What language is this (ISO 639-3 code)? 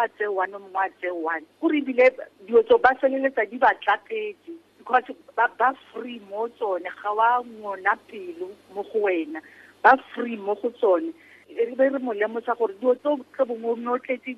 tsn